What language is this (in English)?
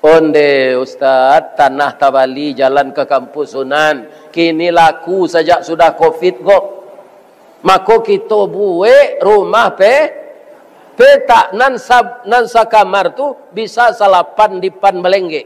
Minangkabau